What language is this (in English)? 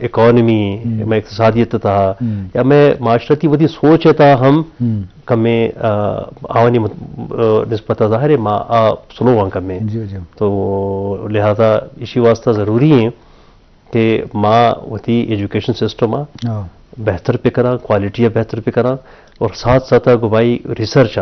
Eastern Balochi